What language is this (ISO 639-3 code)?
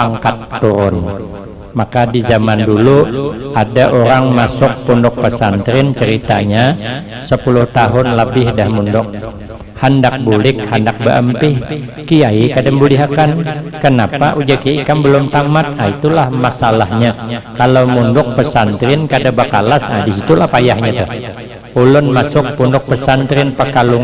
bjn